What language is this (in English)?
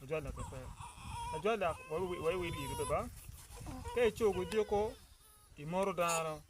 Acoli